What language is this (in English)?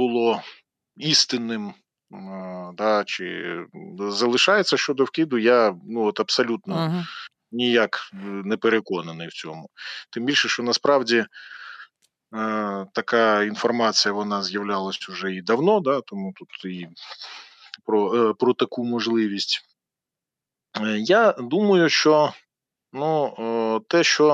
Ukrainian